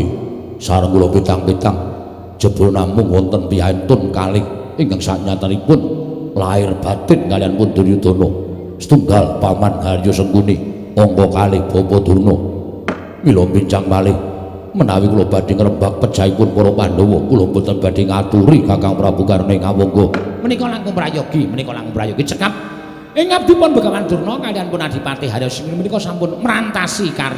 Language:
Javanese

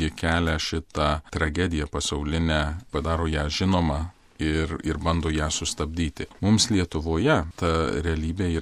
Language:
Lithuanian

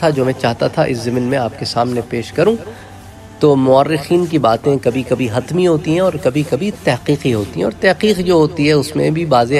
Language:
Urdu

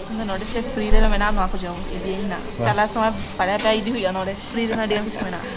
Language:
Santali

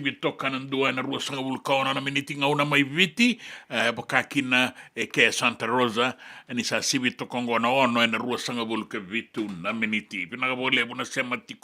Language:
Fijian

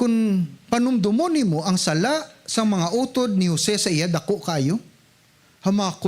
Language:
Hiligaynon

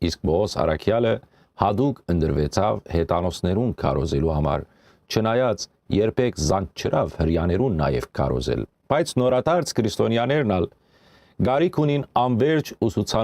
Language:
Western Armenian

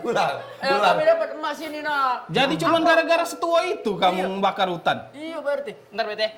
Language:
Musi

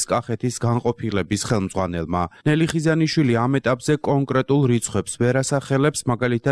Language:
Georgian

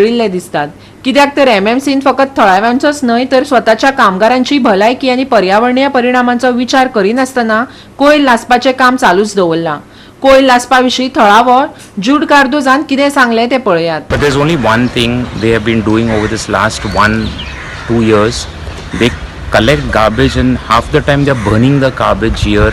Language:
Konkani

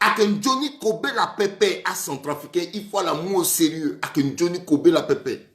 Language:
Sango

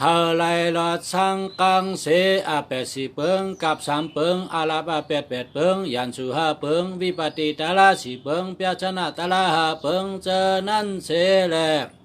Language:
Shan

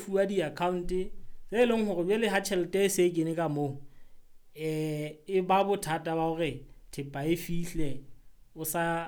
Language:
Southern Sotho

